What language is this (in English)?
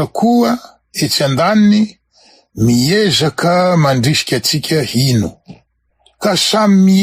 Malagasy